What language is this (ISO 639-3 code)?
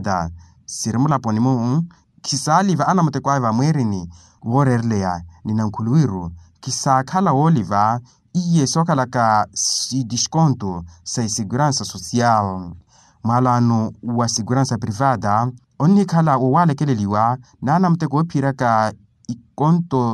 vmw